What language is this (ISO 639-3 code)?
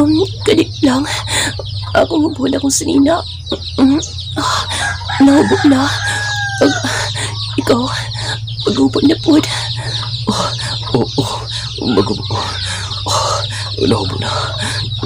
ceb